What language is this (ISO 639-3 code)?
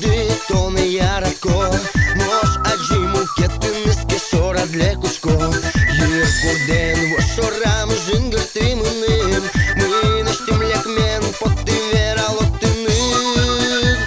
udm